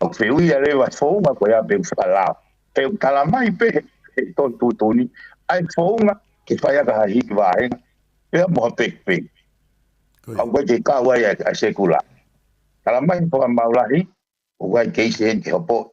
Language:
Tongan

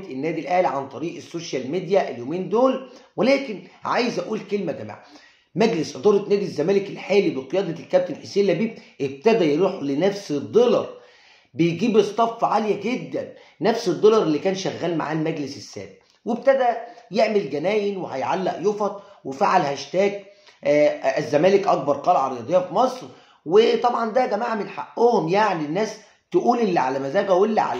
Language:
Egyptian Arabic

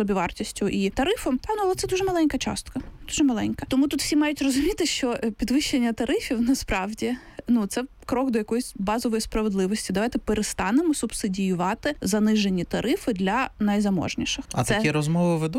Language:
Ukrainian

